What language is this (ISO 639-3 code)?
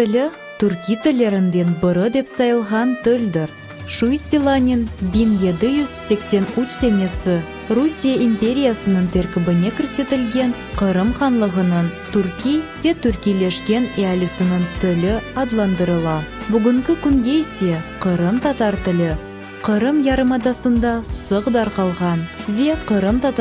crh